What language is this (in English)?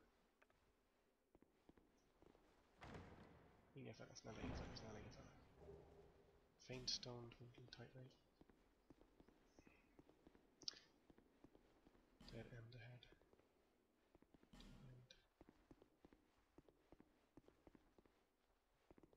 Swedish